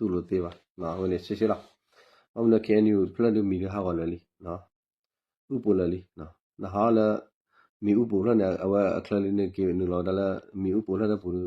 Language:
S'gaw Karen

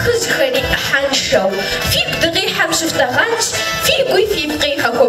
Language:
Kabardian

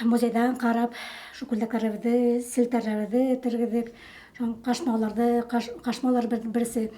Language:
Bashkir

